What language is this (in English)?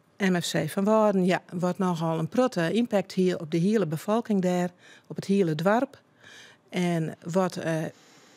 Western Frisian